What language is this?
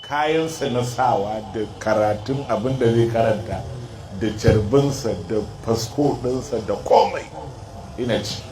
Hausa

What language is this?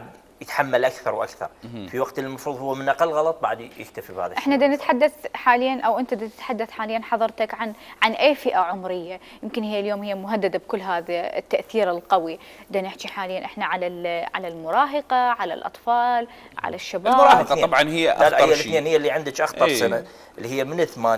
Mesopotamian Arabic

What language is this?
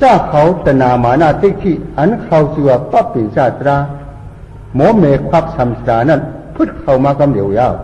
Shan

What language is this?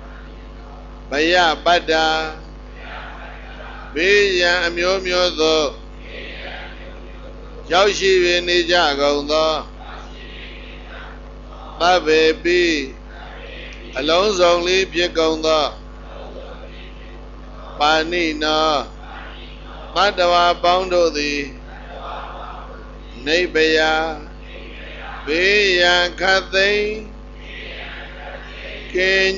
Burmese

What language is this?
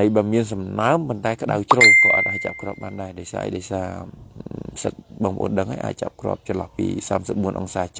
Khmer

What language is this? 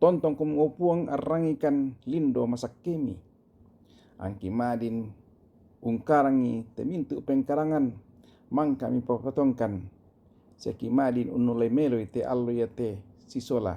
Toraja-Sa'dan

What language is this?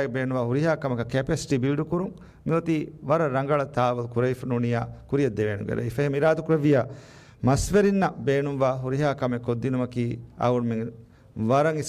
Divehi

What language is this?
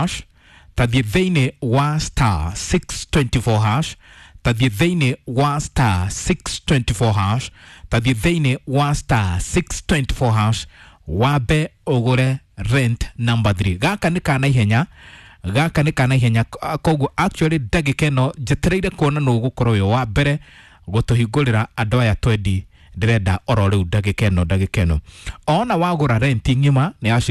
Kikuyu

